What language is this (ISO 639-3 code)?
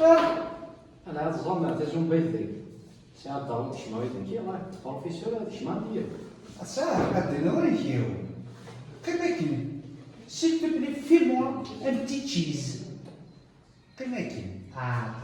kab